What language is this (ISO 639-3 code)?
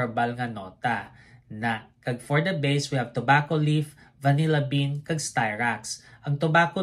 hil